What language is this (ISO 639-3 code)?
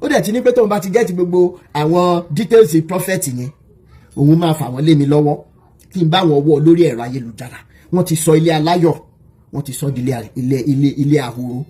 yor